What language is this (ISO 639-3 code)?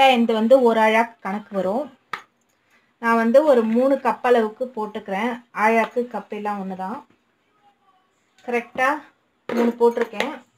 tam